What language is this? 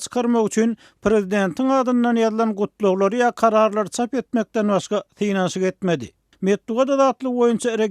Turkmen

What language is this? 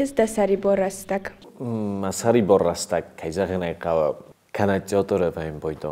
Ossetic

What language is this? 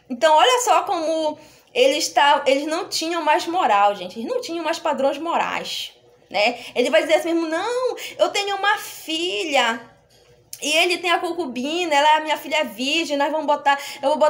Portuguese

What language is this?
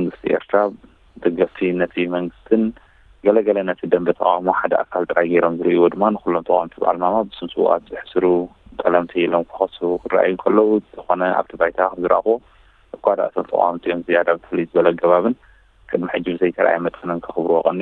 Tigrinya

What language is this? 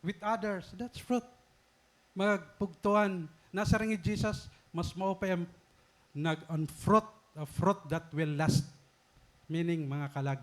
Waray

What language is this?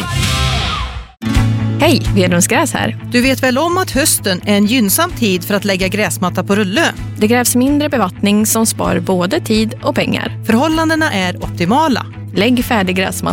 Swedish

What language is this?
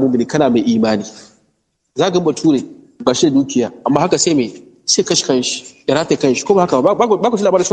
Hausa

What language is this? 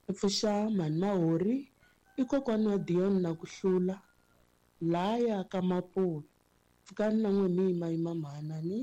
Tsonga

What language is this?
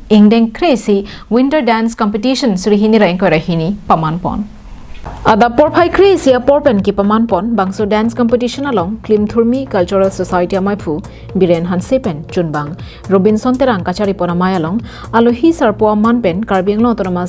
Karbi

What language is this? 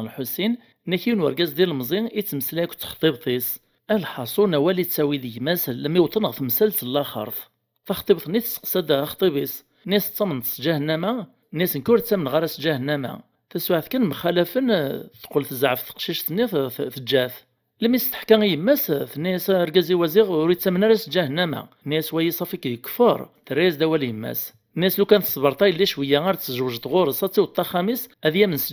Kabyle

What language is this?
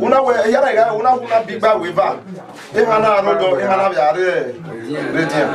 Bini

